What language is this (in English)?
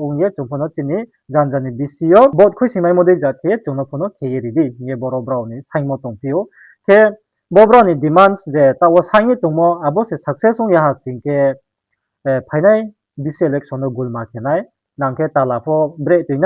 Riang (India)